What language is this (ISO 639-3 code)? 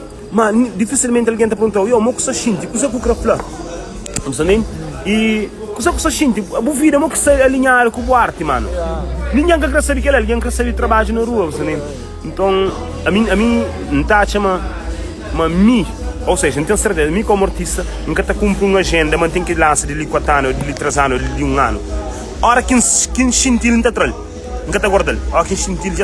kea